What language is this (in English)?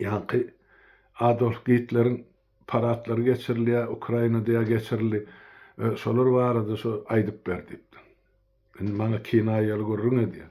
Turkmen